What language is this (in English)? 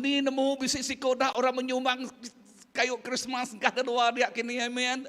Iban